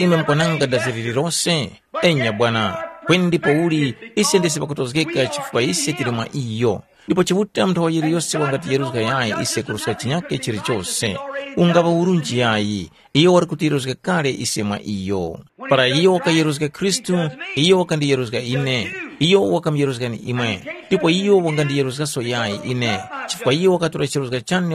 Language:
Tumbuka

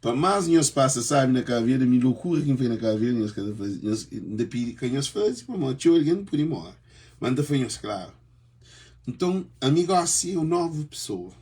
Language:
Kabuverdianu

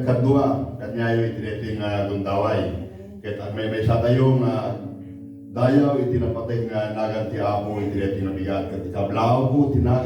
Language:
Iloko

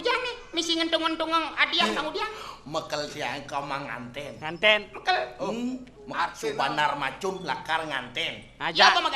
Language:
Balinese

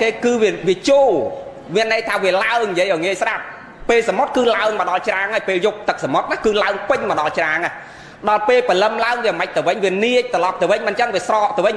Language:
Khmer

